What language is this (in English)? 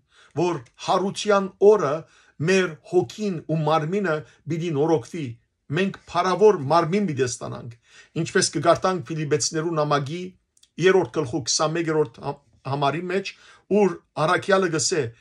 Western Armenian